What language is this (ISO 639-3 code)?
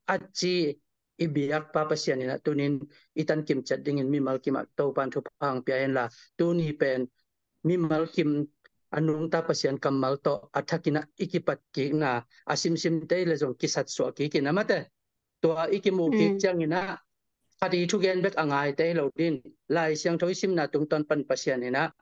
ctd